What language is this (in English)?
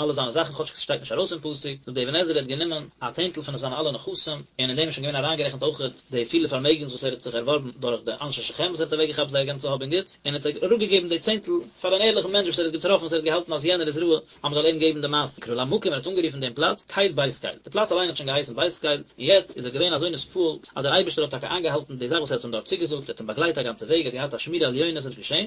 Yiddish